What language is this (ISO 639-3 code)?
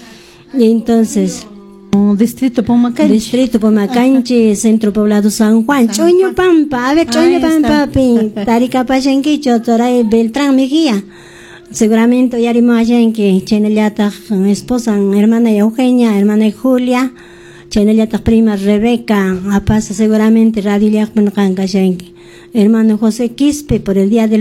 que